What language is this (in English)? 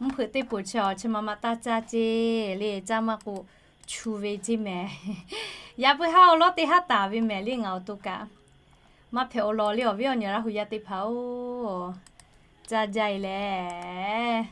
Lahu